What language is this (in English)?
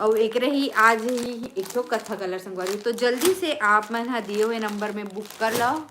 Chhattisgarhi